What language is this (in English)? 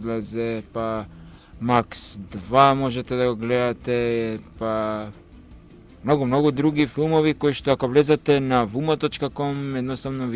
Macedonian